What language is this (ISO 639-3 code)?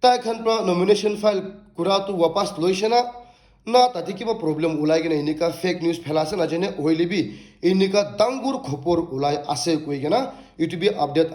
nag